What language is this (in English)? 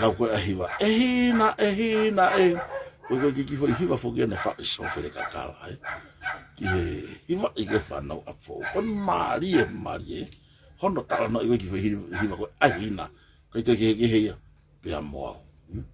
Tongan